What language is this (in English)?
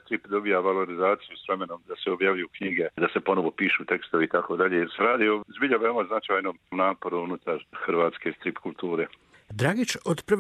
Croatian